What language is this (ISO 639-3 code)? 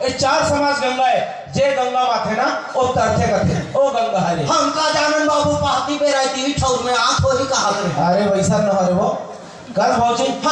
hne